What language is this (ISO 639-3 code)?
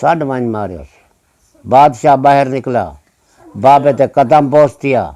skr